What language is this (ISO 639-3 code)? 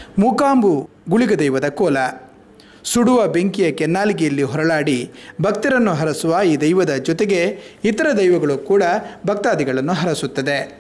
kan